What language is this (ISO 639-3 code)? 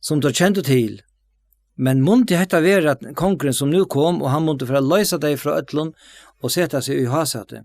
fao